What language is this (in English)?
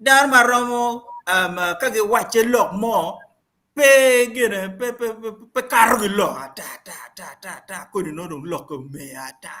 Acoli